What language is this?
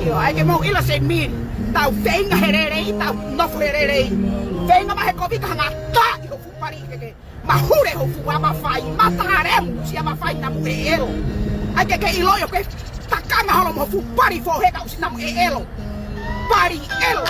Tongan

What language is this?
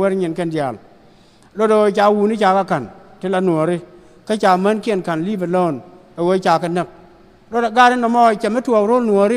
Nuer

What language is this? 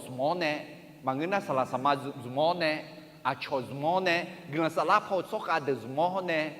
Akha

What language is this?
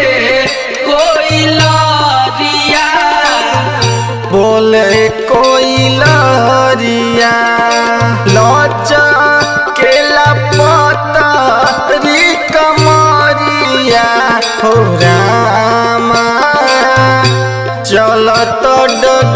Bhojpuri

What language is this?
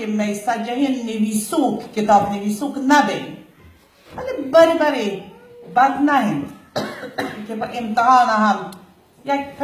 Baluchi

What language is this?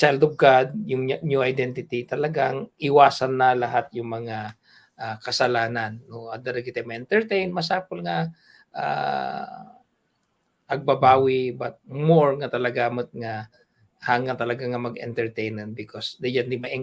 Iloko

